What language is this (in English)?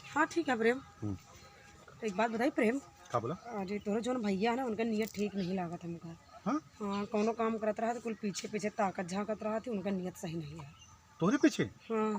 Awadhi